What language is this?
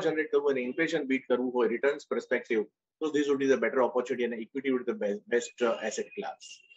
Gujarati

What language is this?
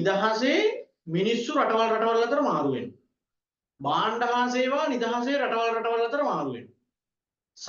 Sinhala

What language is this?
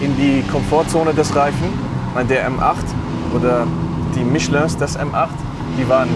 Swiss German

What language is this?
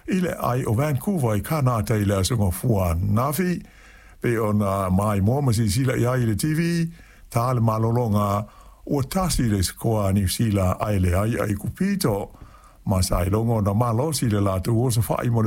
Samoan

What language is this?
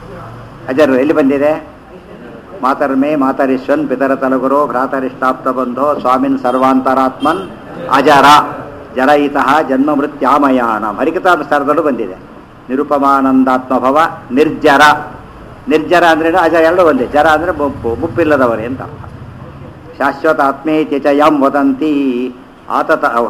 Kannada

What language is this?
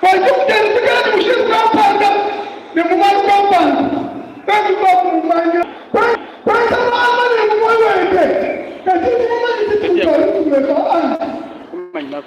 Luba-Lulua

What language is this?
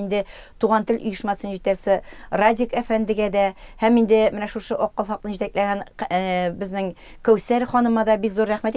Tatar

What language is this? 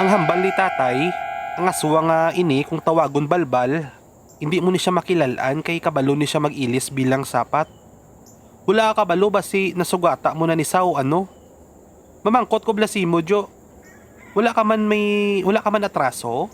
Hiligaynon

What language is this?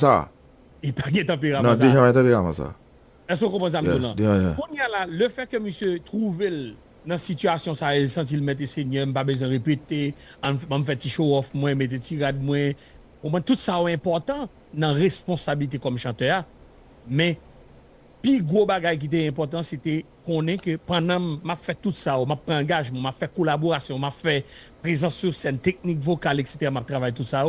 Haitian Creole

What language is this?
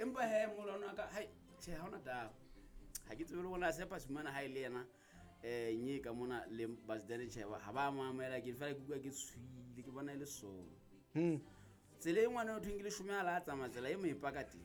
Southern Sotho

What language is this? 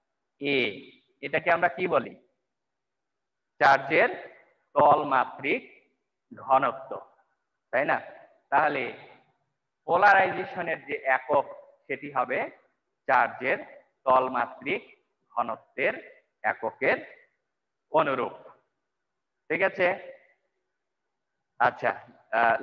Bangla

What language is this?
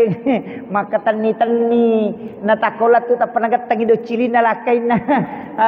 Buginese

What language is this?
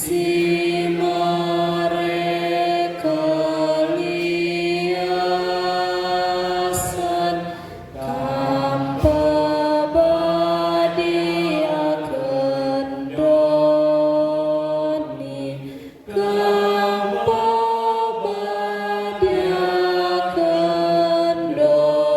Batak Karo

